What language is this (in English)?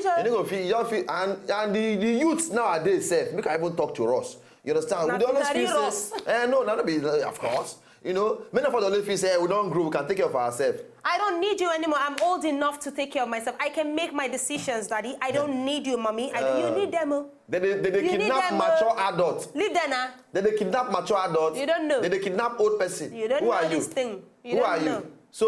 Nigerian Pidgin